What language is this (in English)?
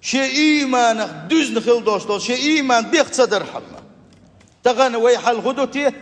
Chechen